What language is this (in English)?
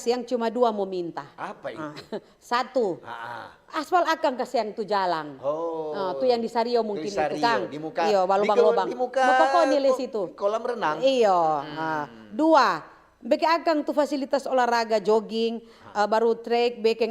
Manado Malay